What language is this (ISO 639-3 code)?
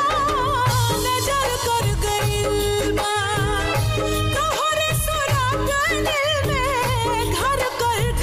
bho